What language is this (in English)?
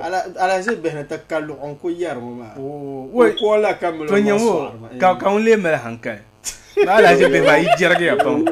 Dagbani